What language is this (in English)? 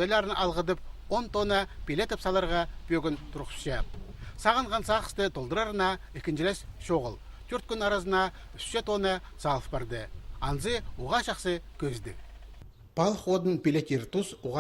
Khakas